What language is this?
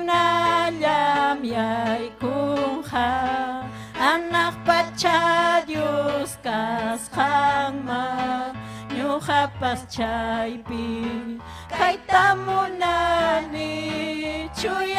Ayacucho Quechua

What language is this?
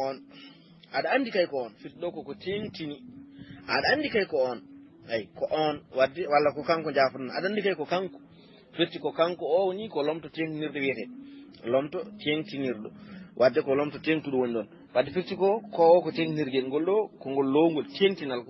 Fula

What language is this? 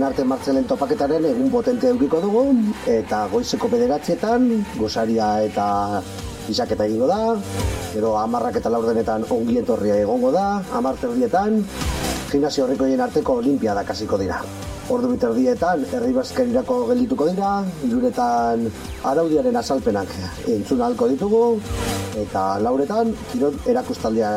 Basque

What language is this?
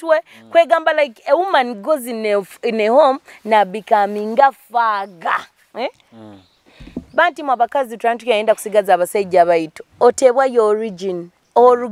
Nyoro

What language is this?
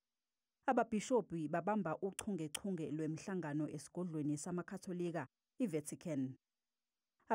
Zulu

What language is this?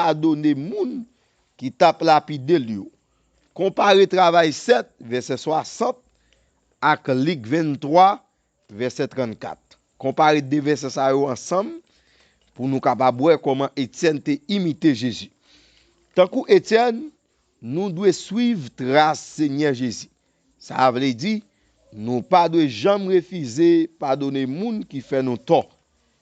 Haitian Creole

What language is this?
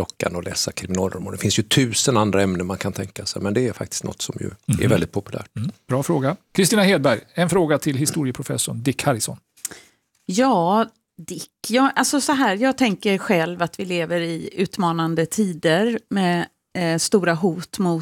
Swedish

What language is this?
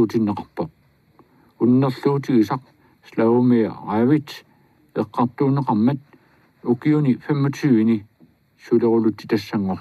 Kalaallisut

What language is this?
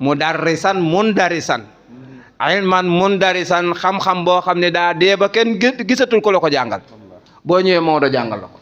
Wolof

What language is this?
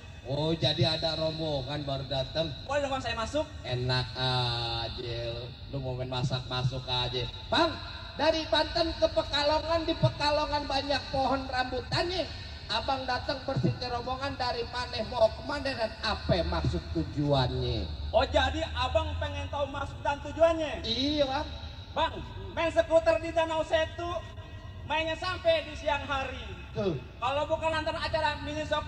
Betawi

